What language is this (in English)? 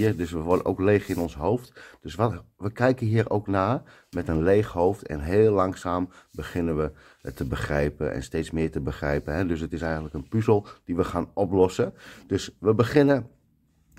Dutch